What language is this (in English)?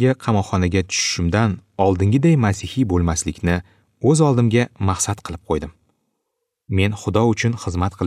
Uzbek